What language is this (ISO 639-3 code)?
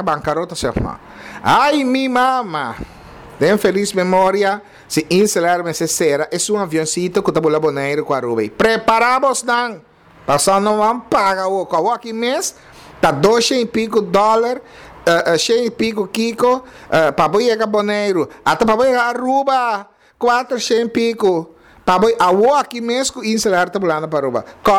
pap